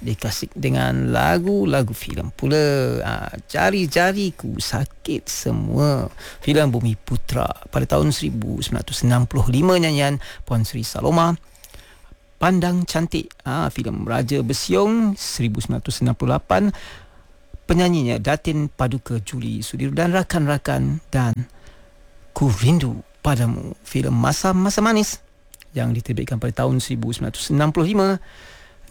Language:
Malay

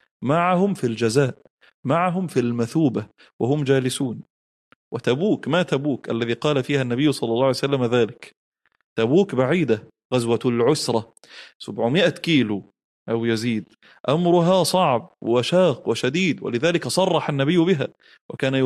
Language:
Arabic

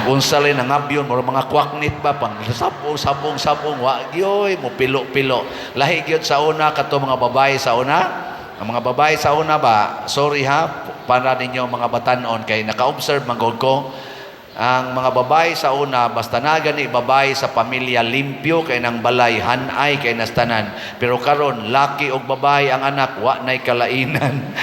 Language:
Cebuano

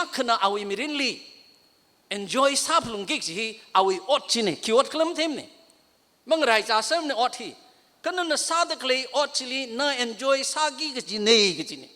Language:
Tangkhul Naga (India)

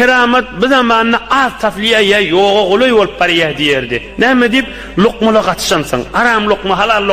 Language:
Turkmen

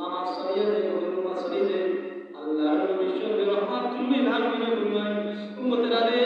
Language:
Sylheti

